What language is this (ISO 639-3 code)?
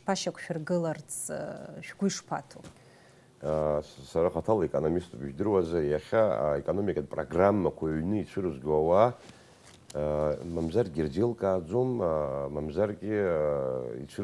abk